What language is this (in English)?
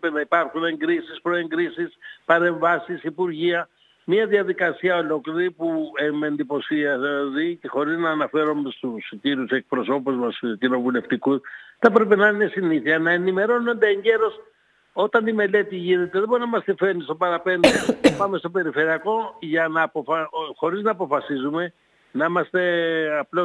Greek